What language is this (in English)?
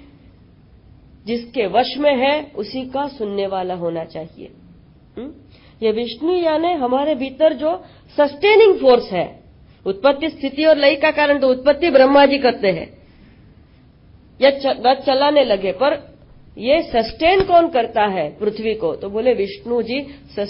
Hindi